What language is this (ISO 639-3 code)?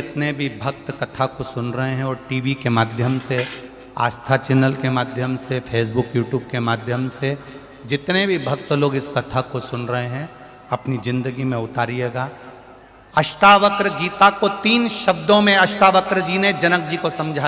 hin